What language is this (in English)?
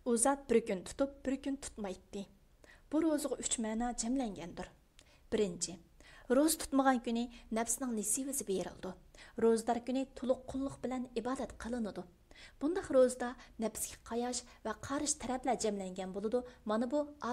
Uyghur